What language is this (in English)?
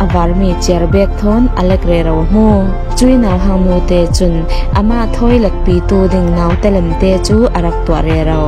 Falam Chin